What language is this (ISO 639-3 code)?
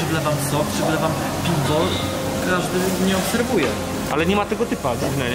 pol